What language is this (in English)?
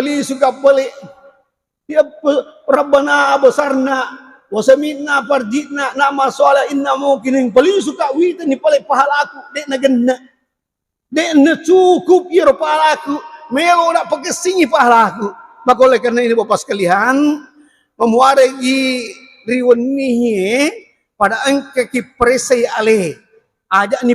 Buginese